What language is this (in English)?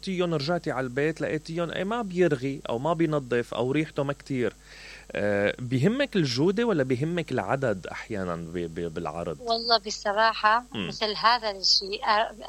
Mesopotamian Arabic